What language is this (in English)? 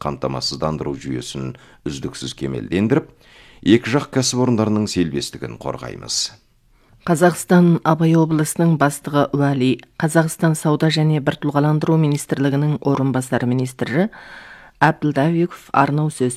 Kazakh